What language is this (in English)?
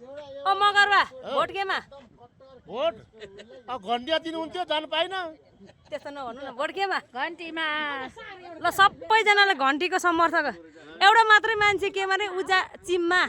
Nepali